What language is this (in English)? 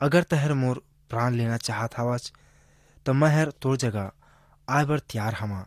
Chhattisgarhi